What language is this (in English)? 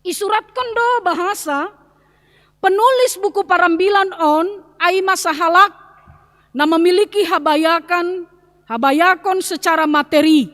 Batak Simalungun